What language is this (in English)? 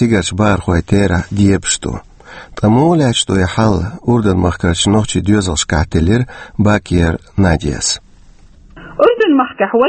Chechen